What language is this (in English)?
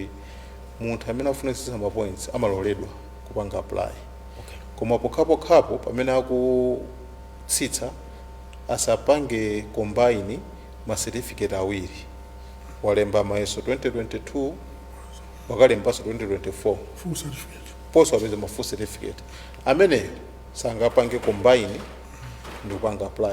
Nyanja